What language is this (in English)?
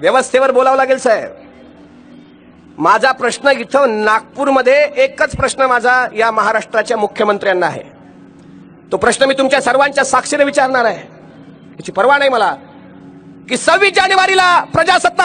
Marathi